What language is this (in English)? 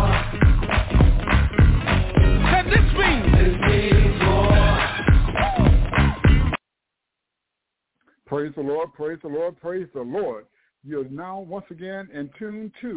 English